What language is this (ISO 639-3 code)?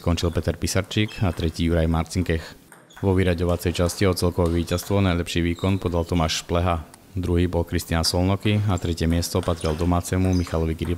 slk